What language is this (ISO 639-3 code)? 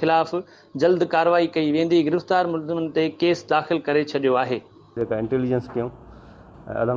snd